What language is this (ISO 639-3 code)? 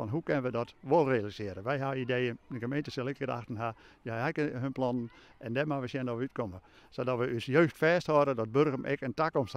fry